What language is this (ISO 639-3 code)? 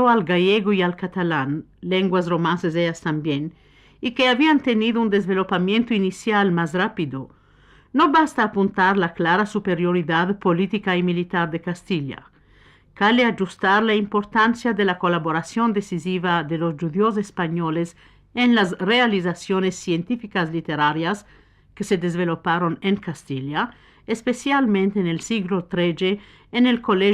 lad